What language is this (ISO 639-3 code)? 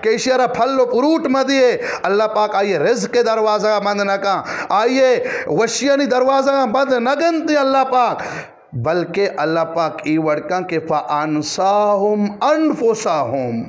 bgp